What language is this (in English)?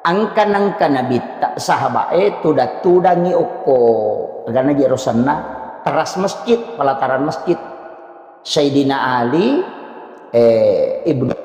Buginese